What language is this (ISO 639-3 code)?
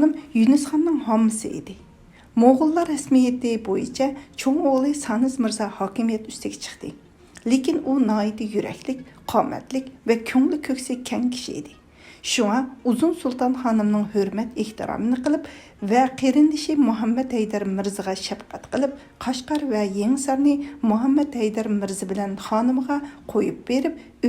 uig